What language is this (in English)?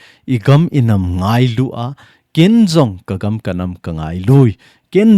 Thado Chin